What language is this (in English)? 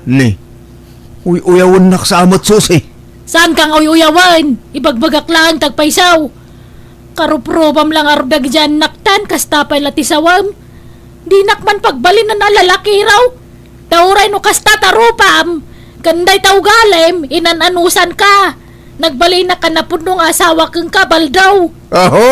Iloko